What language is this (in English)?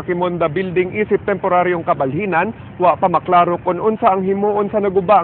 Cebuano